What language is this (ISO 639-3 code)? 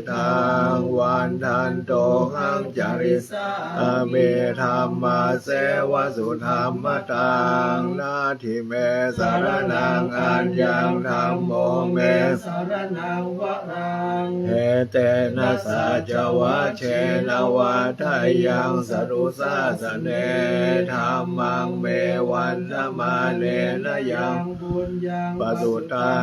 pli